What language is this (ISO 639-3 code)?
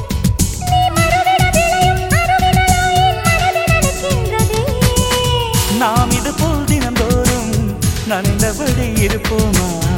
tam